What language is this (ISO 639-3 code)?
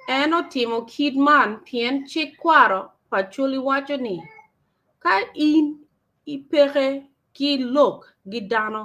ach